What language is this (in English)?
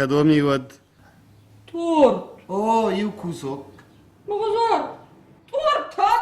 Ossetic